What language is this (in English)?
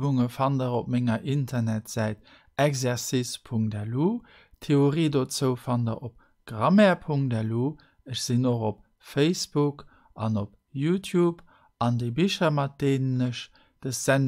Luxembourgish